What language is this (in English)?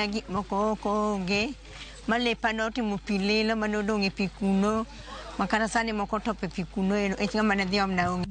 Luo (Kenya and Tanzania)